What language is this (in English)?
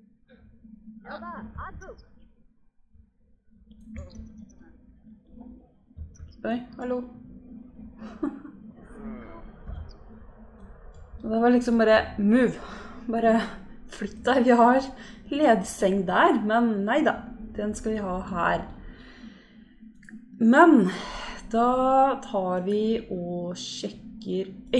Norwegian